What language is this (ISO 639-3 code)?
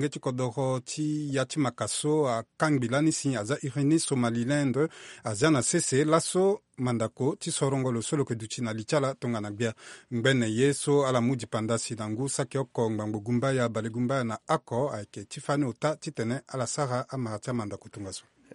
sag